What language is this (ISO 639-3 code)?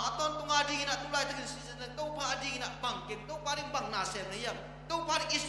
ctd